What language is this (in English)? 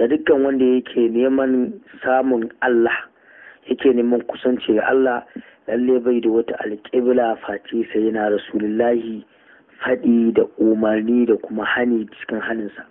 Hausa